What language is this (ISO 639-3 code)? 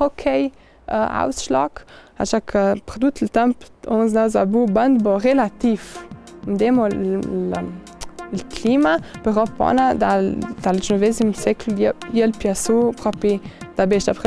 lld